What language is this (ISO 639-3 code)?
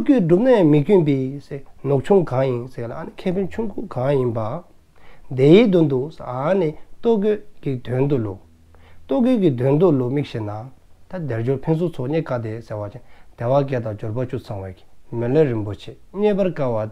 dzo